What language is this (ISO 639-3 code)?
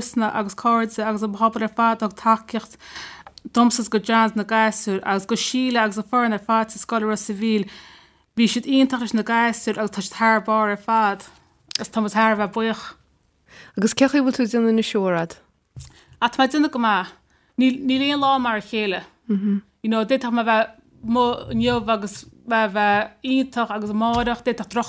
gle